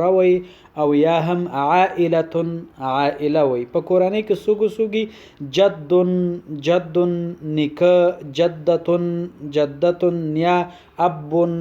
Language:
Pashto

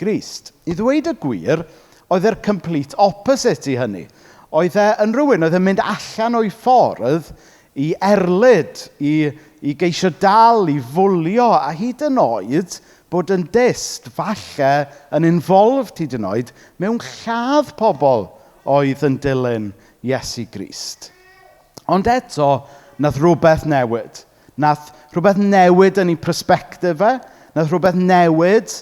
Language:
Welsh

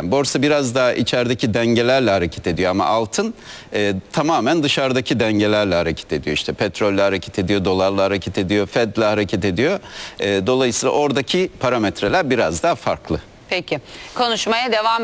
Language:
Turkish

